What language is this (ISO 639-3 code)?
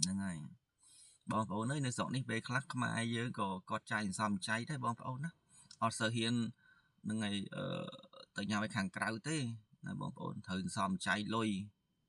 khm